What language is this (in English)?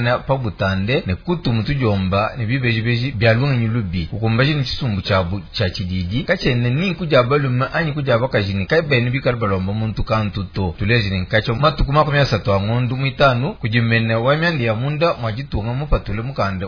Luba-Lulua